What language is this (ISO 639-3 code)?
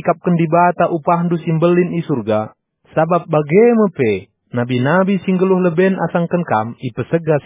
btx